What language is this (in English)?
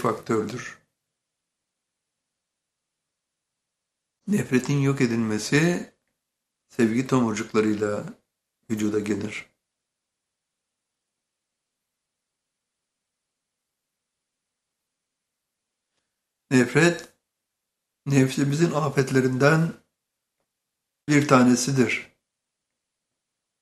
Turkish